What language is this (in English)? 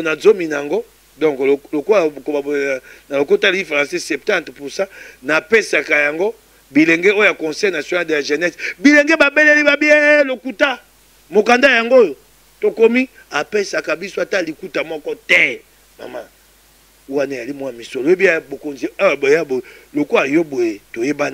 Lingala